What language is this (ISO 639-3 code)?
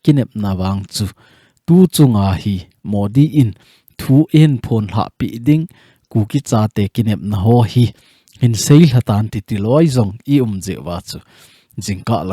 tcz